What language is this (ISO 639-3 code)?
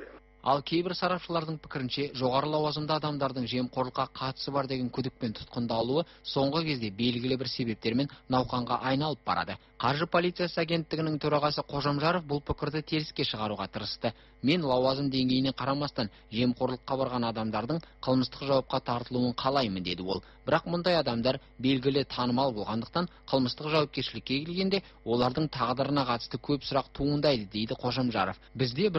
kaz